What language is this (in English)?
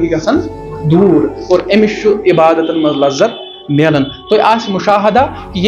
Kashmiri